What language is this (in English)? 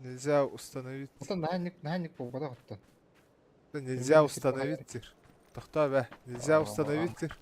Yakut